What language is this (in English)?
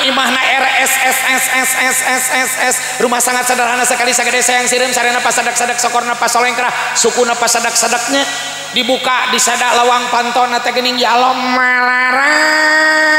Sundanese